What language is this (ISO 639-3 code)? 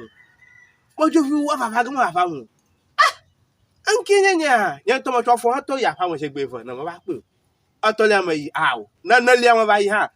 ewe